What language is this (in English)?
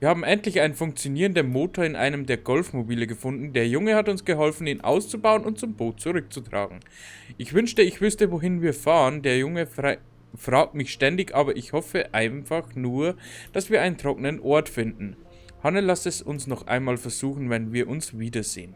Bavarian